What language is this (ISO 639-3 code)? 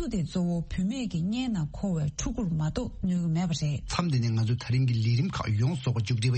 bod